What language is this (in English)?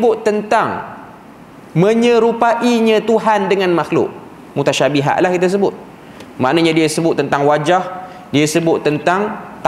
Malay